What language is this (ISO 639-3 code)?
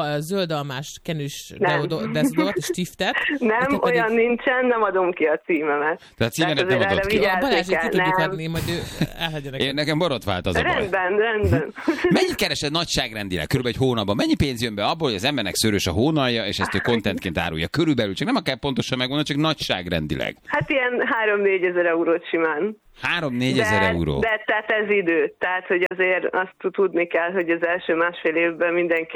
hun